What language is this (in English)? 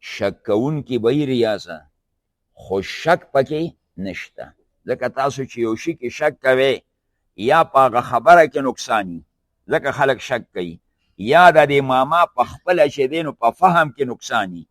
Pashto